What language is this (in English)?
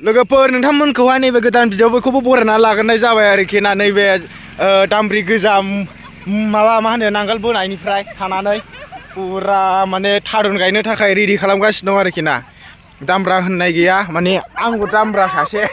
Bodo